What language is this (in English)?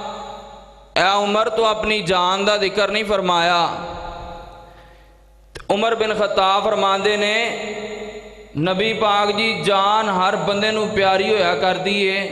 Western Panjabi